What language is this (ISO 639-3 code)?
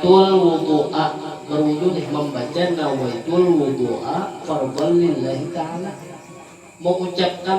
bjn